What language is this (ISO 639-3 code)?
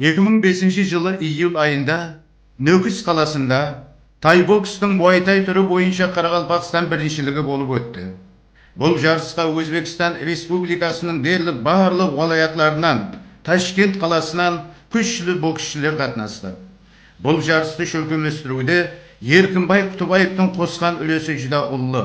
kaa